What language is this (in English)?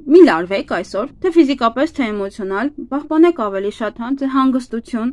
Armenian